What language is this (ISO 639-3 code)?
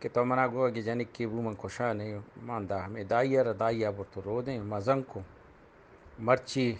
bgp